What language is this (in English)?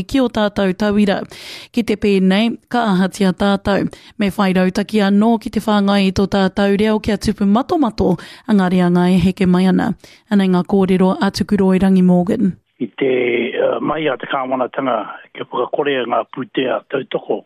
Māori